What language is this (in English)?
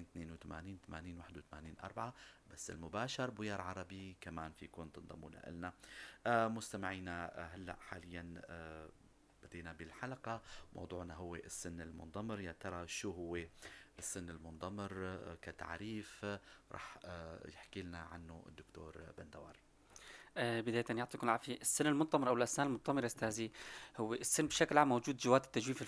North Levantine Arabic